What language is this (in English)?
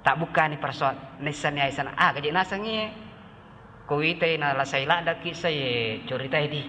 Buginese